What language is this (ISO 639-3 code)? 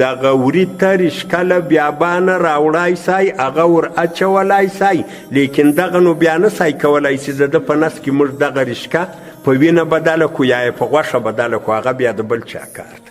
pus